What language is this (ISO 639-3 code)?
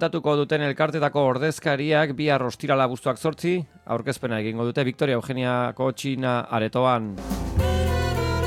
eus